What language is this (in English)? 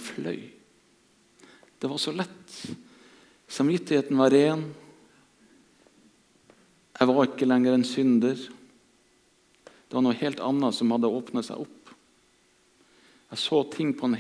Norwegian